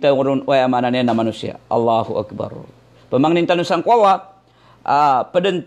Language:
Maranao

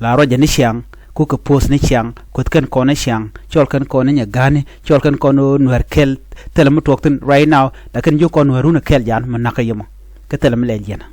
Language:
Nuer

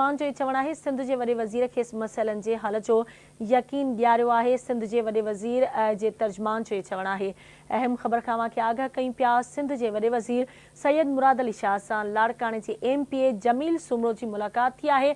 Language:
Sindhi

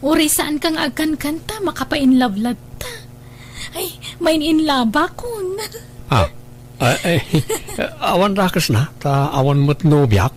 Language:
Iloko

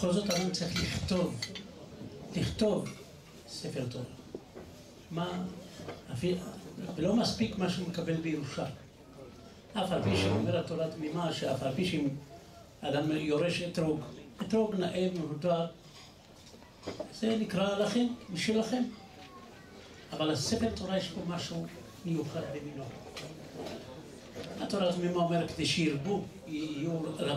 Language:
Hebrew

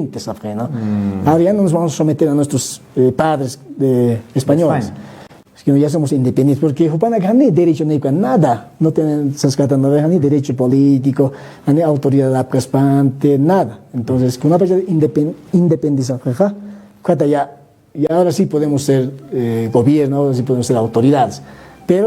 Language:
Aymara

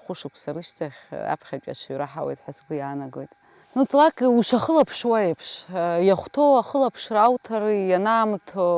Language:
Abkhazian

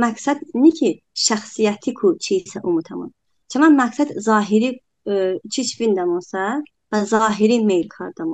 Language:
Talysh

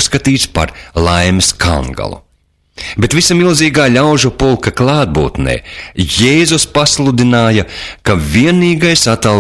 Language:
Latvian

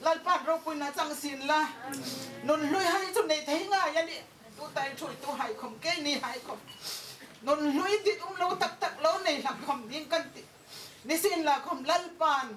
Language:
Hmar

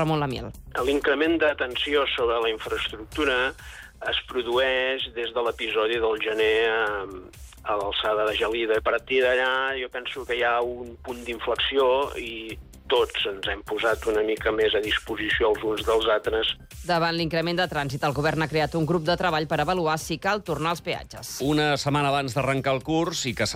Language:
Catalan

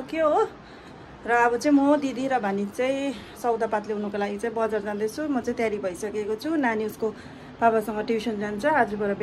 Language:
Nepali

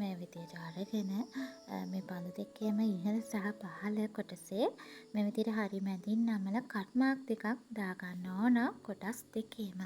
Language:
Sinhala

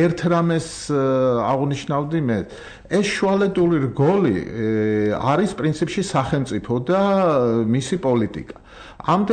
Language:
Georgian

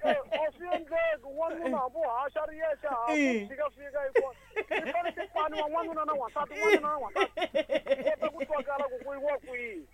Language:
Tsonga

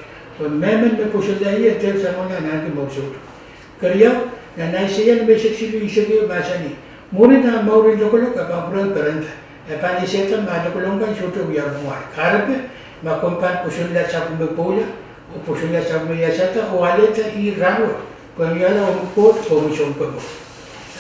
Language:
Pohnpeian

